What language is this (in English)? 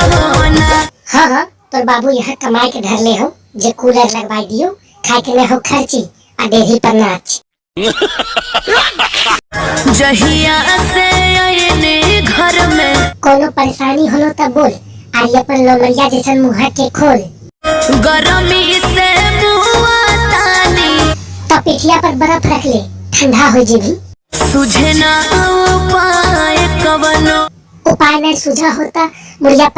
Magahi